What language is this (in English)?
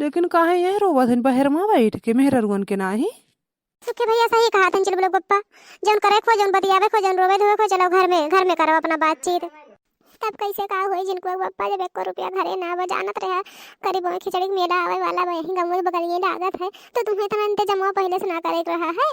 Awadhi